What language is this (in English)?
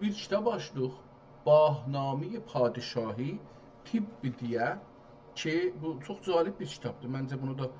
South Azerbaijani